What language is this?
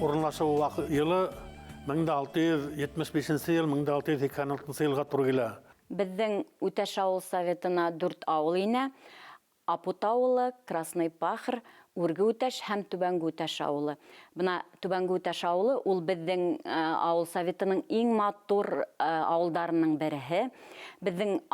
Bashkir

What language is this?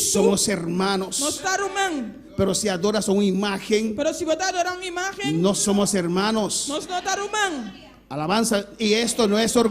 Papiamento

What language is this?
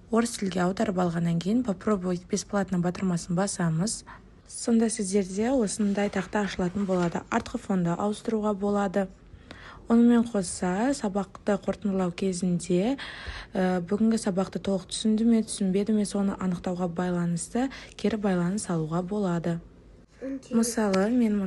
Kazakh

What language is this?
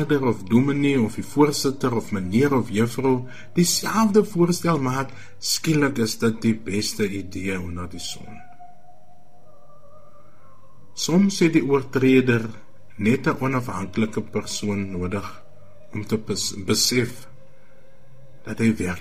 Afrikaans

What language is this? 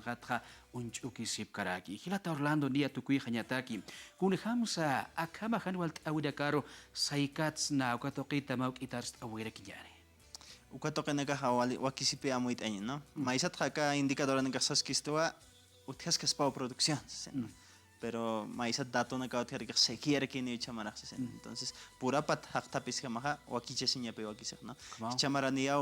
Aymara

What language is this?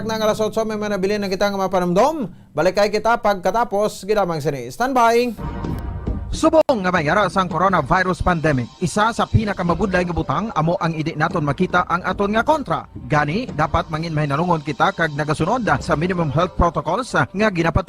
Hiligaynon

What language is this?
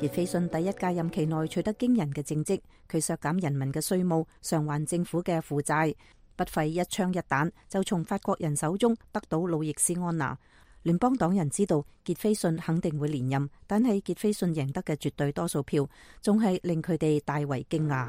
Cantonese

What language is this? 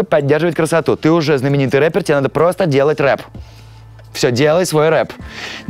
Russian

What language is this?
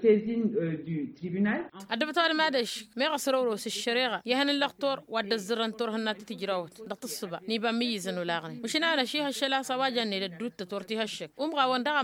Tamasheq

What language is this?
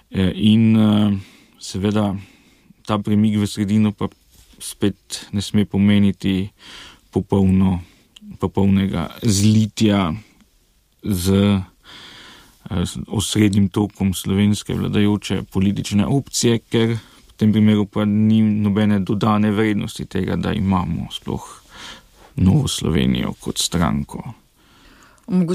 Slovenian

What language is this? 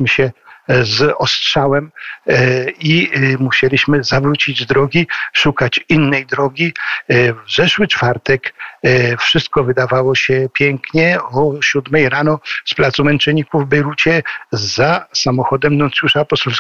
Polish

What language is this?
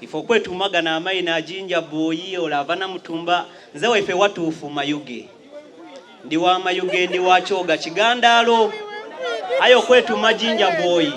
Soga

